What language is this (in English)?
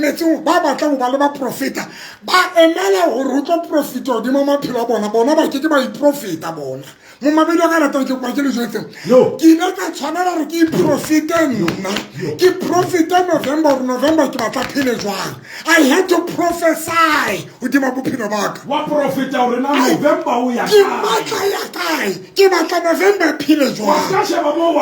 Southern Sotho